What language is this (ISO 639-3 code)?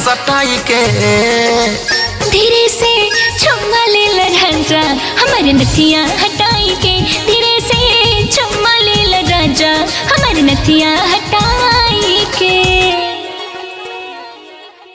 bho